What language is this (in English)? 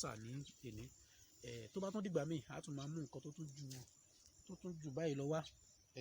Yoruba